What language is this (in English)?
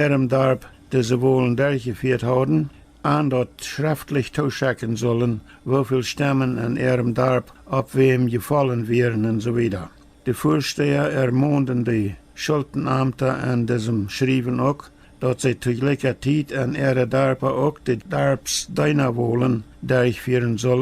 Plautdietsch